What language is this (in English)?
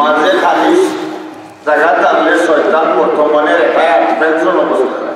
Sylheti